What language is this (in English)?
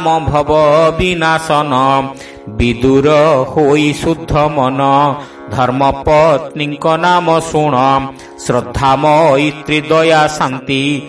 Odia